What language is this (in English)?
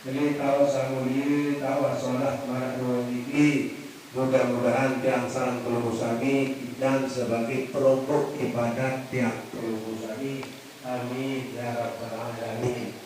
Sasak